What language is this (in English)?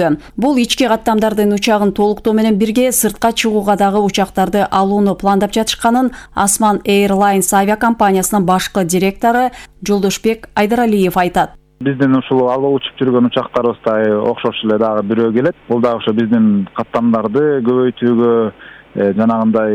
Kyrgyz